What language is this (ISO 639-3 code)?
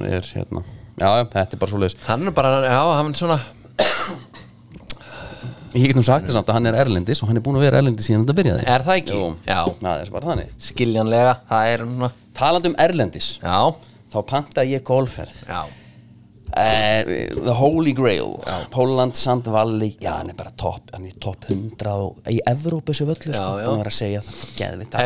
isl